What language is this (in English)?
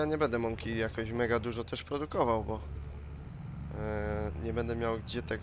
Polish